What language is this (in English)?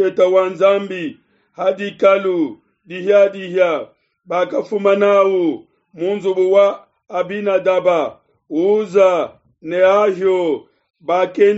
Luba-Lulua